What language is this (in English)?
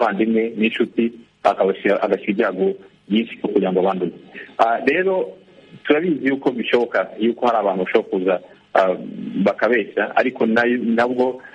Kinyarwanda